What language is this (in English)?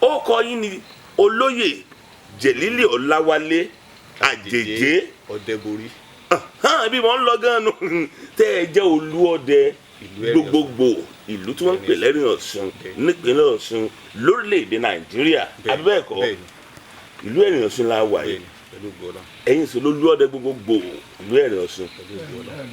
Yoruba